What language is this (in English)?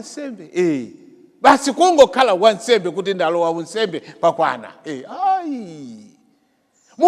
Nyanja